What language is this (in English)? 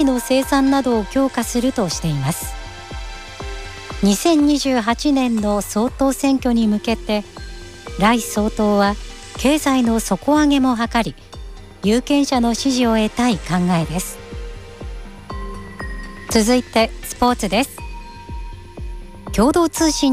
Japanese